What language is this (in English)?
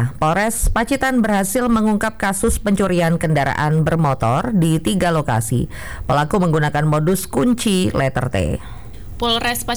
Indonesian